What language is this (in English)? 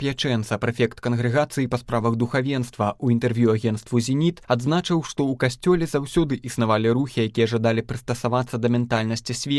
Belarusian